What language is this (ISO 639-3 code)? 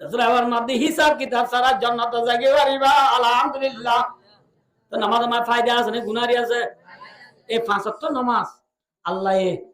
rhg